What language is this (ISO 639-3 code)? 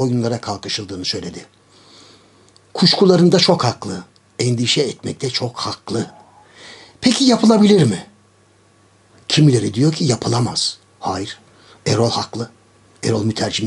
tur